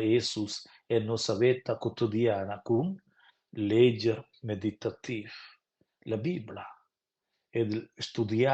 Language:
Romansh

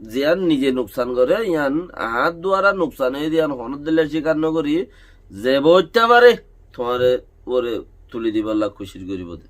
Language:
Rohingya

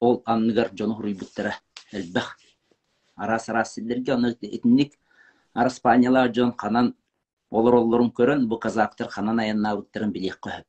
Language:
Yakut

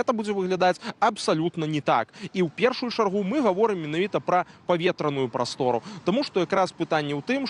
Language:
Belarusian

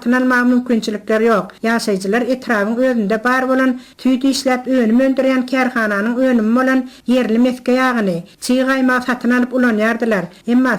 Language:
Turkmen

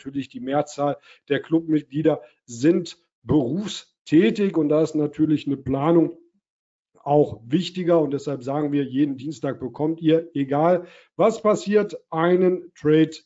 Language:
German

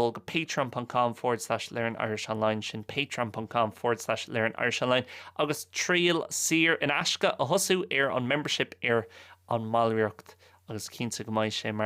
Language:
Irish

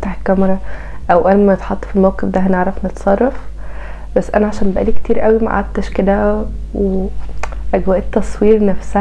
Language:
Egyptian Arabic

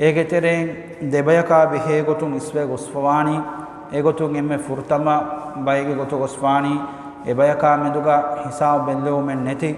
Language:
Divehi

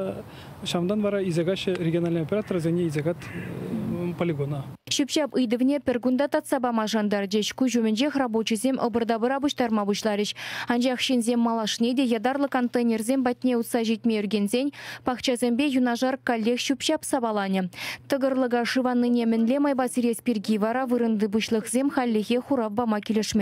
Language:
Chuvash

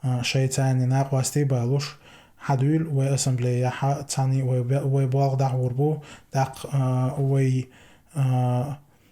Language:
Chechen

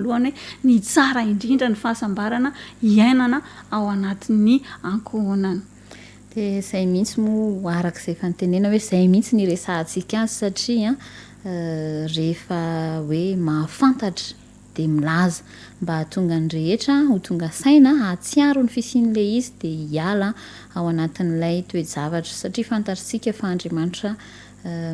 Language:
Malagasy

